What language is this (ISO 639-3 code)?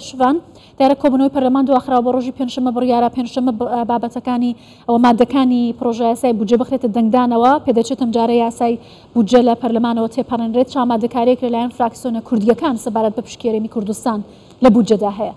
ckb